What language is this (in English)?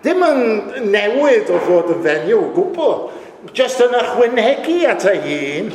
Welsh